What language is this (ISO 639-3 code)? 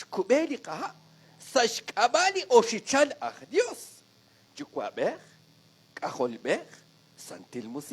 kek